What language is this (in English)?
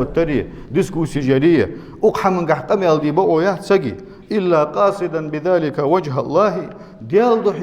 Ingush